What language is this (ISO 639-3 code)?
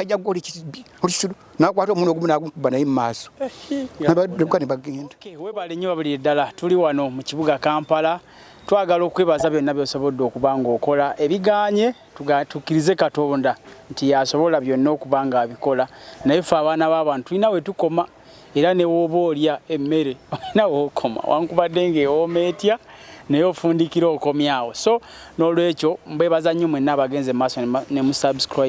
lug